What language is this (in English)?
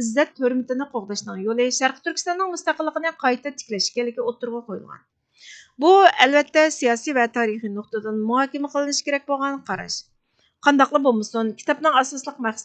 Uyghur